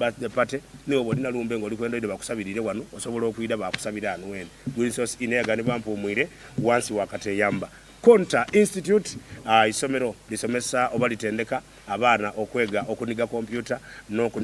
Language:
Soga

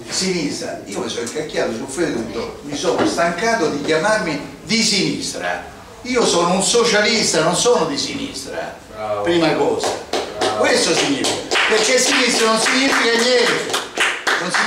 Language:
Italian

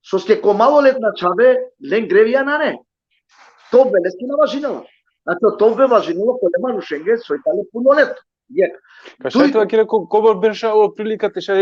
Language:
Balkan Romani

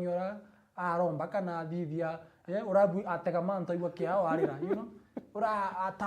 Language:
Meru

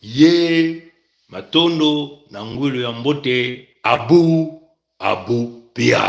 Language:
Kituba (Congo)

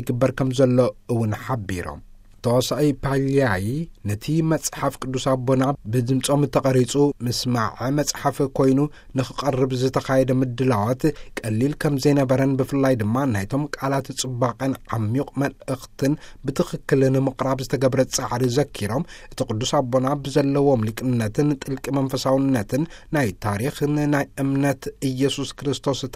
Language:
Tigrinya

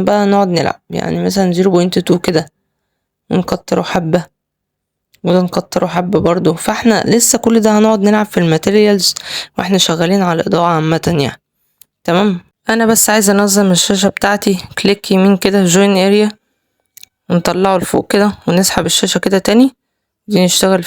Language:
Egyptian Arabic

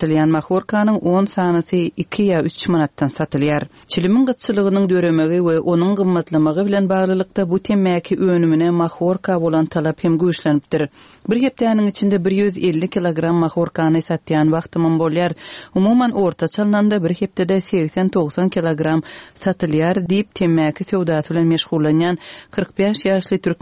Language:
Turkmen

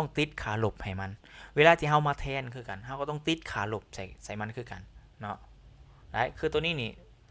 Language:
Lao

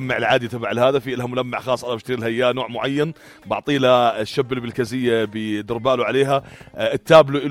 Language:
North Levantine Arabic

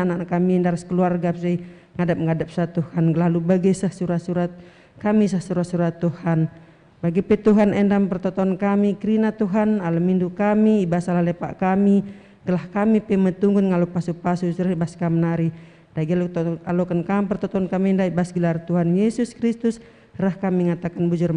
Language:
Batak Karo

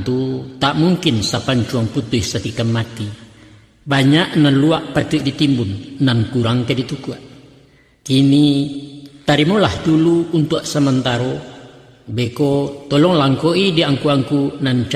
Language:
Minangkabau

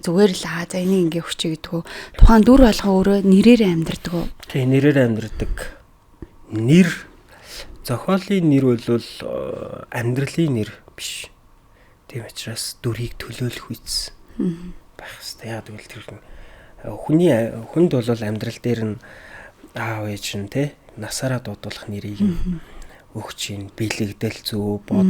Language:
Mongolian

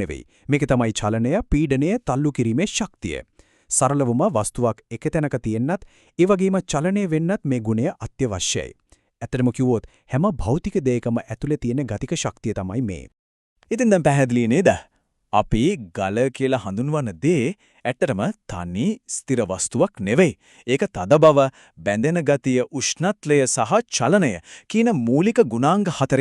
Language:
Sinhala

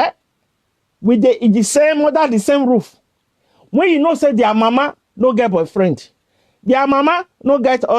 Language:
Nigerian Pidgin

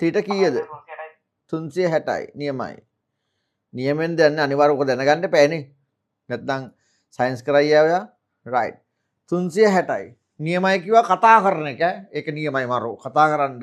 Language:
Sinhala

